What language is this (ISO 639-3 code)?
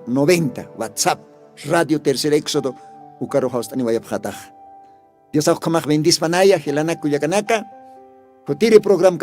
aym